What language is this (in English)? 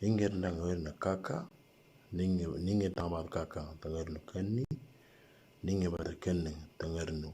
Moro